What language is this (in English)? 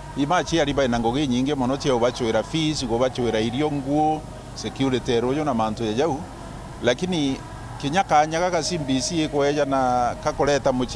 Meru